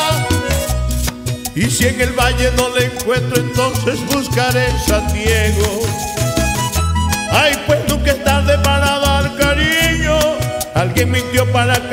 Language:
Spanish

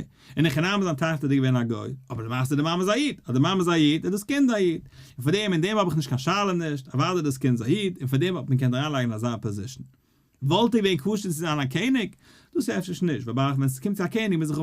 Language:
Yiddish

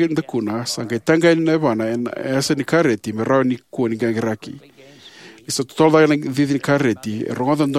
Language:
Fijian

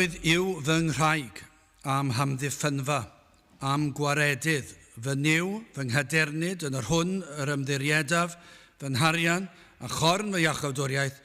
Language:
Welsh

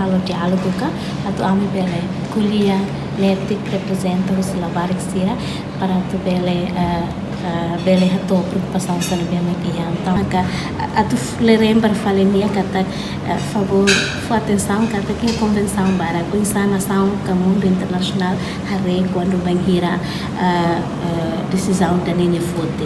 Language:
Tetum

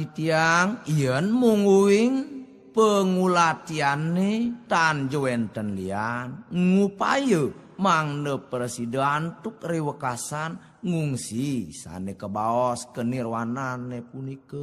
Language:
Balinese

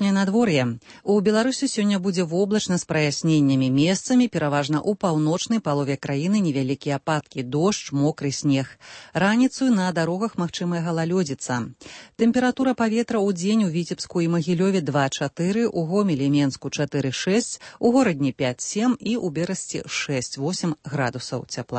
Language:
Belarusian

